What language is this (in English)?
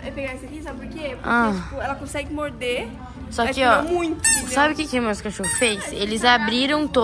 Portuguese